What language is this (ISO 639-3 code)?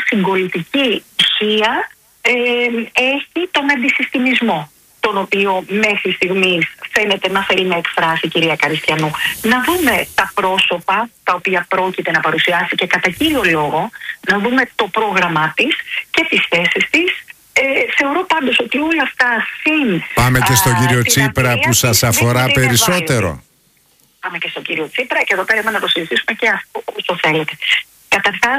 ell